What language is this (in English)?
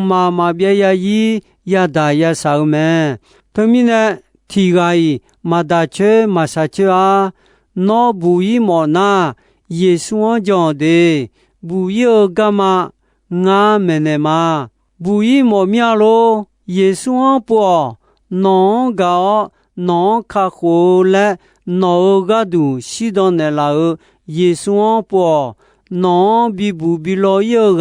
Akha